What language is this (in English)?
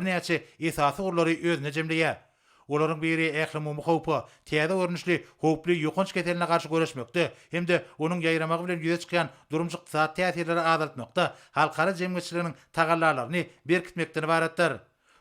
Turkmen